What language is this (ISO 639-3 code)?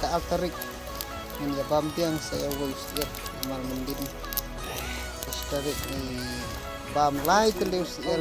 kha